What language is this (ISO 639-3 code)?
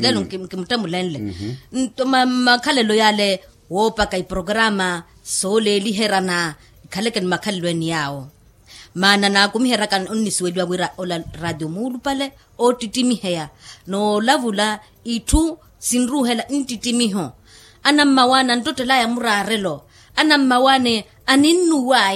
vmw